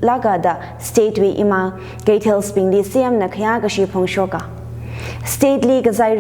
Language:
Tangkhul Naga (India)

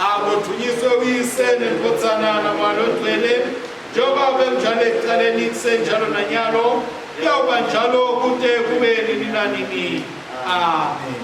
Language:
Swati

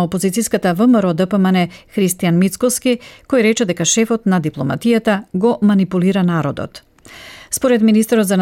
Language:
Macedonian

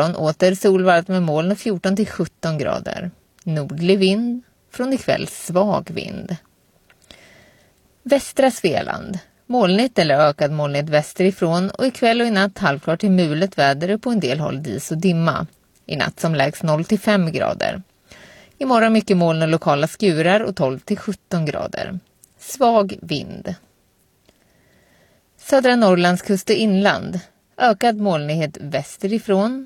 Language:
Swedish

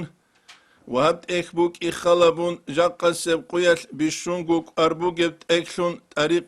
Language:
Avaric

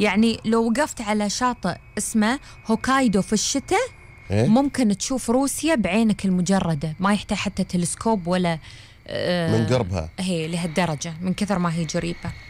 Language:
Gulf Arabic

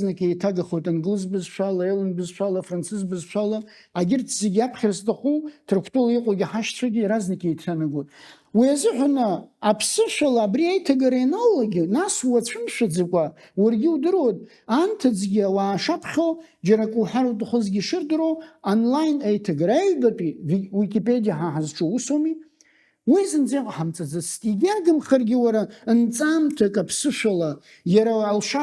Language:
Abkhazian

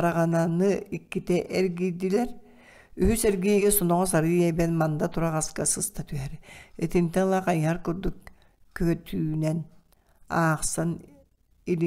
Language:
Yakut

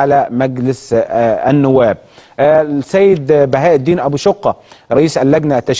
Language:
Egyptian Arabic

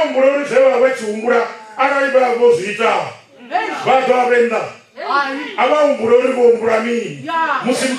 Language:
Venda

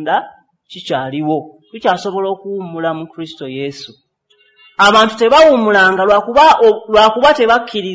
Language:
Ganda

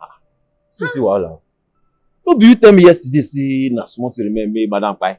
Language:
Nigerian Pidgin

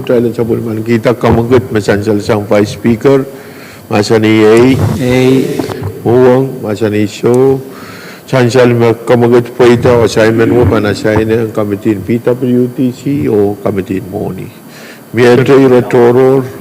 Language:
Pohnpeian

